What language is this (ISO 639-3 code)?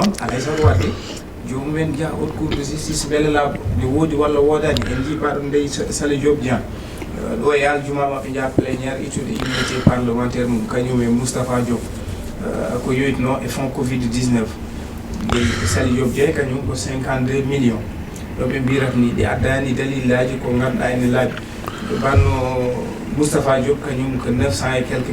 ful